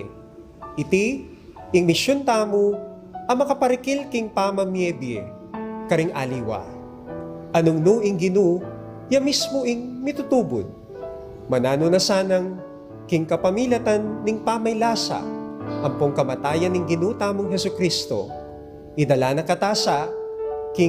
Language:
Pampanga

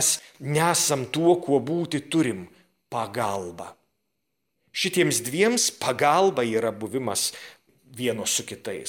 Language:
Lithuanian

